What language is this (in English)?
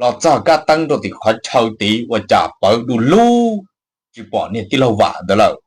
Hmong